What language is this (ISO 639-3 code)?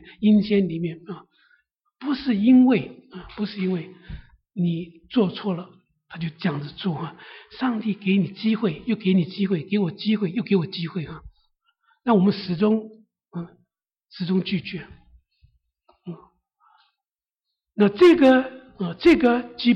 zho